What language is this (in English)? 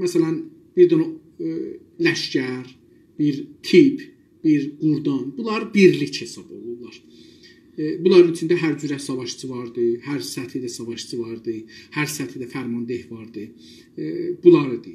South Azerbaijani